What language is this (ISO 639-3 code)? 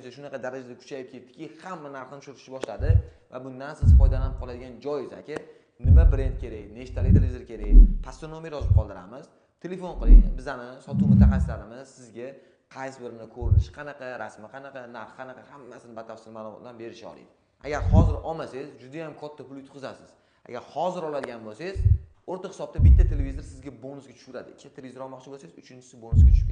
uzb